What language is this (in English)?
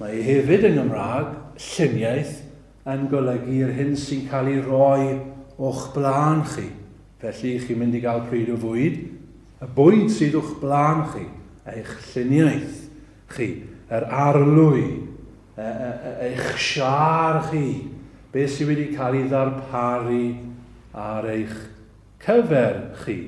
Welsh